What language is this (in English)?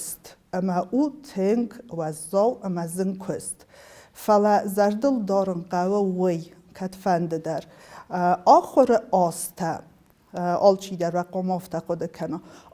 Ossetic